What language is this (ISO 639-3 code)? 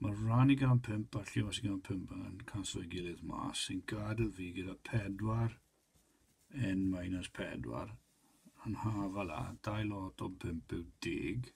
cym